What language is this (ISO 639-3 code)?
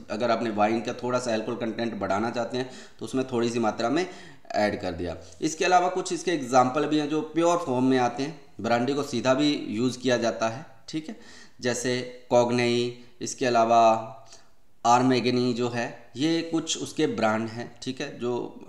hin